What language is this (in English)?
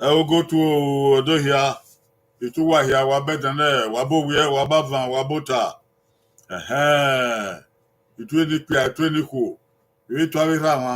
Bini